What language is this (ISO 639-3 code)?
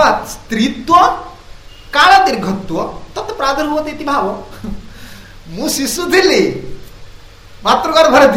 ori